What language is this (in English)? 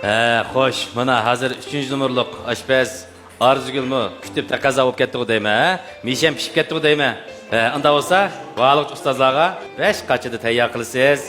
Uyghur